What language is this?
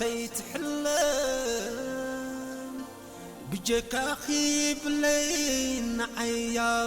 Tigrinya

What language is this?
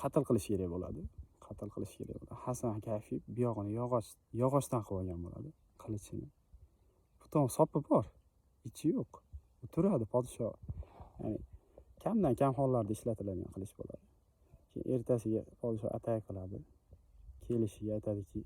Uzbek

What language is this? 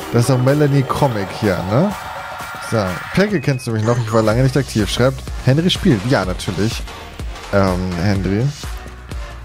German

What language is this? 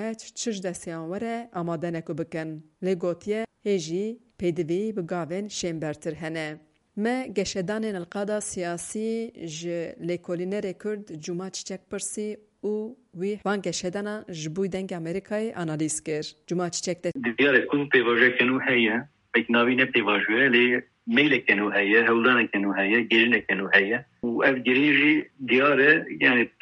Kurdish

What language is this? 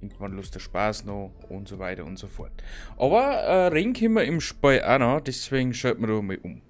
Bavarian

